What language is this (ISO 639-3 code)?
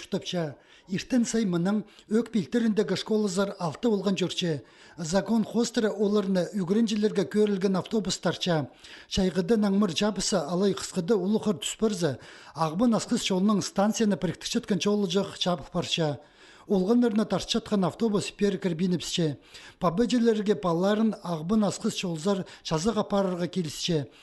kjh